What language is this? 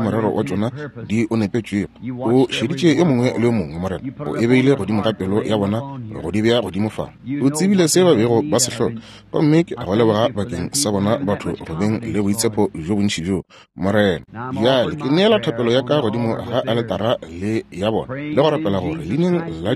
Northern Sotho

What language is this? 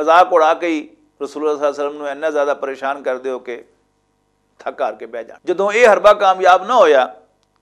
Western Panjabi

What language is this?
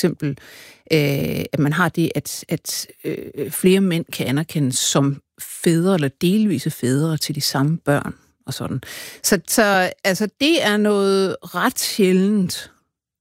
Danish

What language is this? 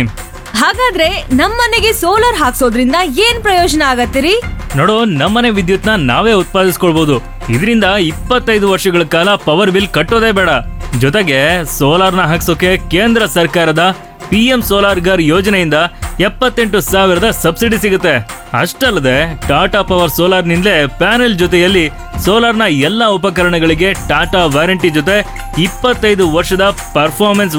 Kannada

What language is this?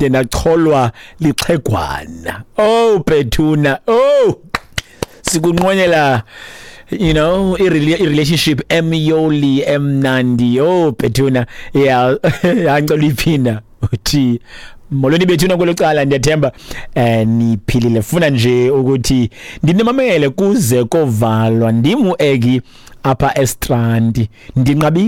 Xhosa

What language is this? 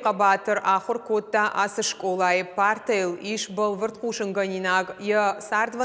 Ossetic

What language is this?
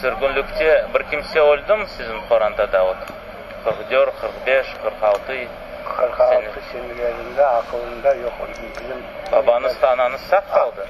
Crimean Tatar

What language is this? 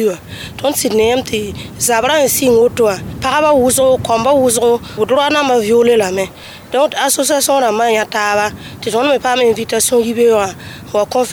Mossi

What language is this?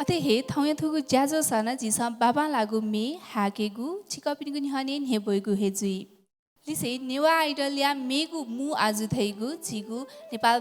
Newari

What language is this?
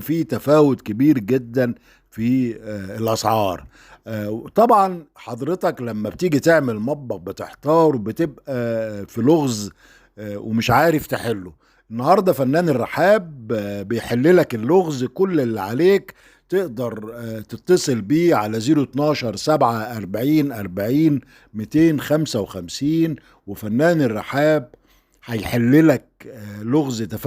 Egyptian Arabic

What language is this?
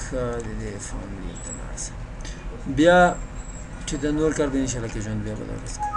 Pashto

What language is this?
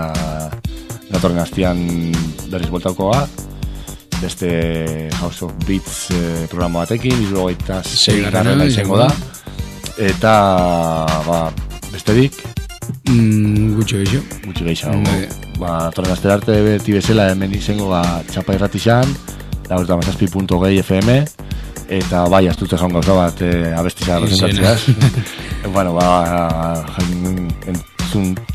Basque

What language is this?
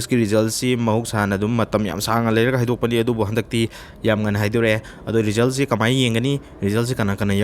Manipuri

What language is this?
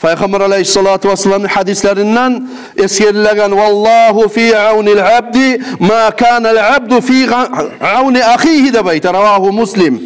Kumyk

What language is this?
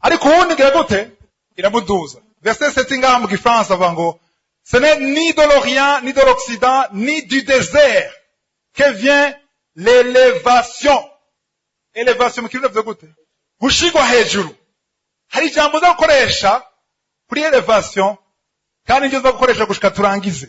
Rundi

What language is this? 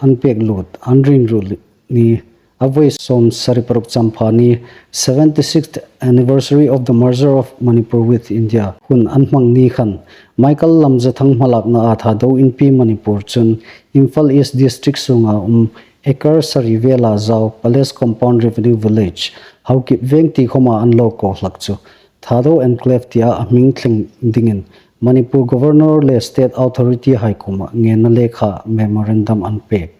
Hmar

